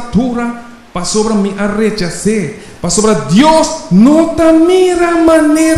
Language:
Papiamento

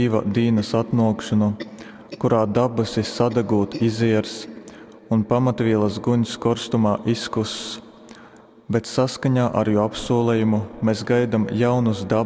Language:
Latgalian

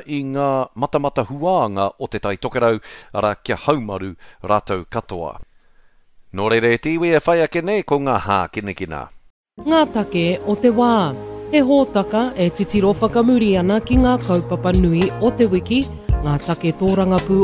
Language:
Māori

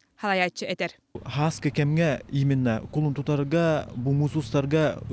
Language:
Yakut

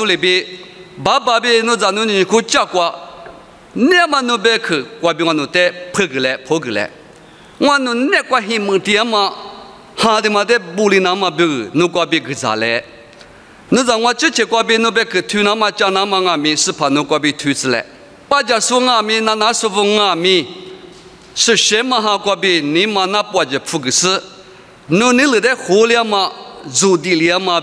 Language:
Lisu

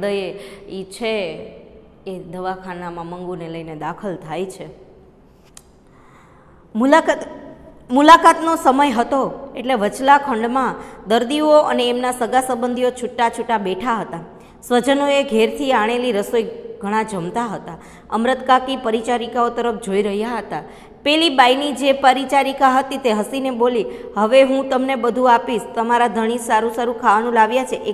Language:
Gujarati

